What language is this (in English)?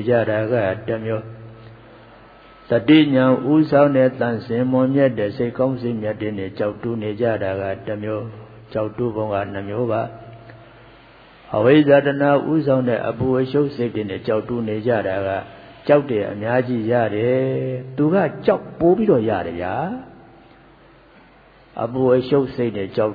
Burmese